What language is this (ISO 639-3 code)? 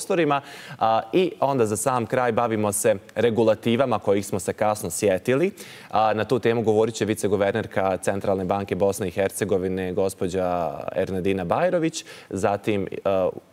bos